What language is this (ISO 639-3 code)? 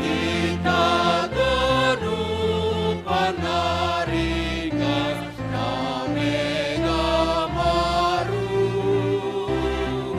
bts